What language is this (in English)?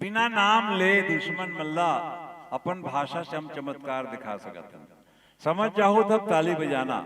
Chhattisgarhi